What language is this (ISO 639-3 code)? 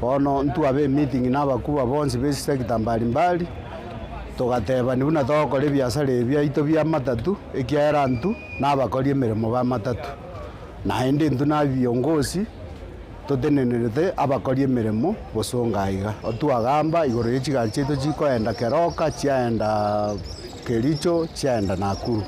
guz